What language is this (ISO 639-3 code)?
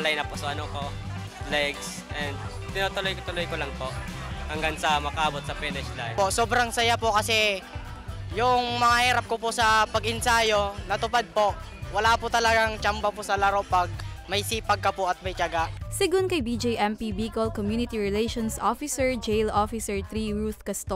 bik